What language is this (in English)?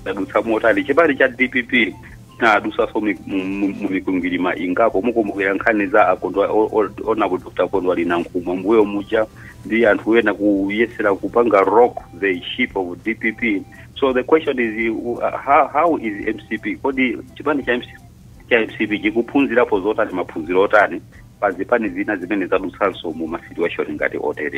Nyanja